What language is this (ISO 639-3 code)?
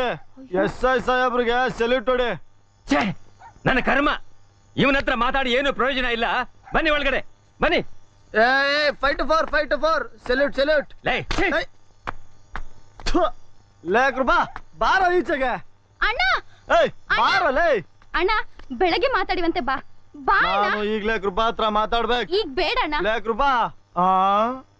kan